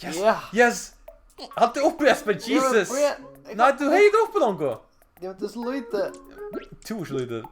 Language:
Faroese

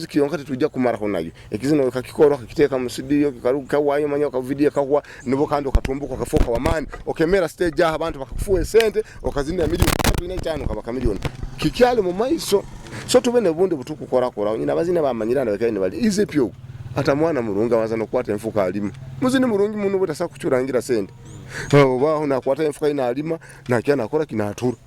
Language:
Nyoro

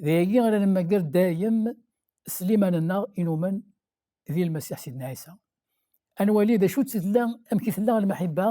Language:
Kabyle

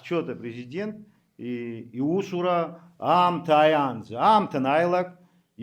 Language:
Abkhazian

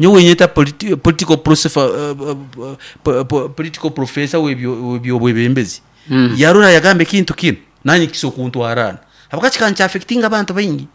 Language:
Nyoro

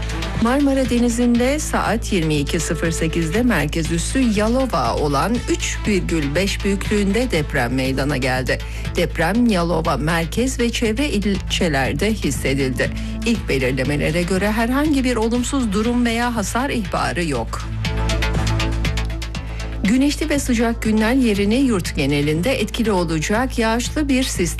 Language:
Turkish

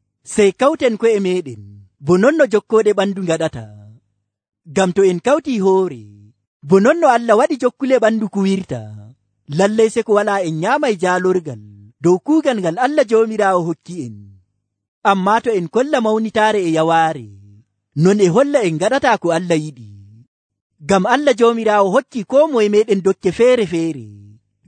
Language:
Nigerian Fulfulde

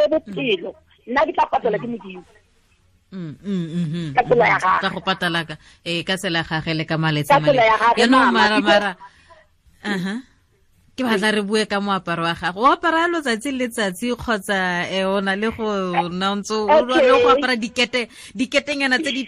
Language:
Tswana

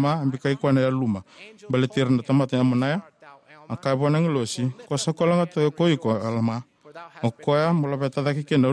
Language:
Fijian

